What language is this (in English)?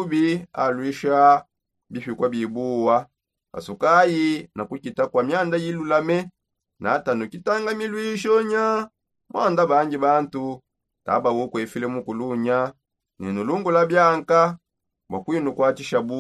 Songe